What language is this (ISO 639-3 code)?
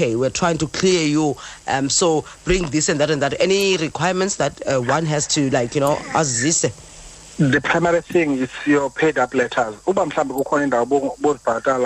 xho